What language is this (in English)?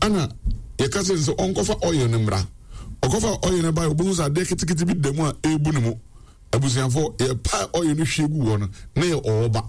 Akan